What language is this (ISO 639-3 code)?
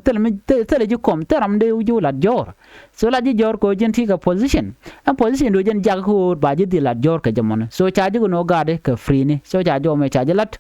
nus